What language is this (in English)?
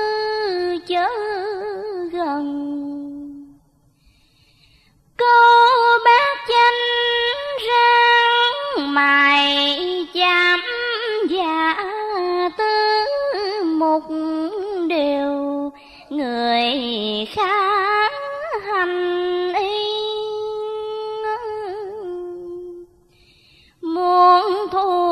Vietnamese